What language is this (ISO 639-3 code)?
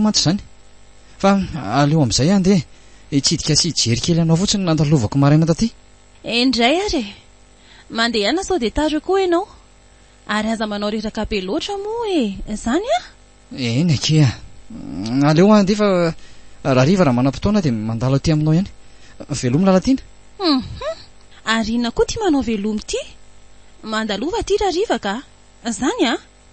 mlg